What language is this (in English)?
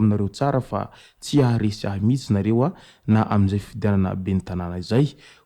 Malagasy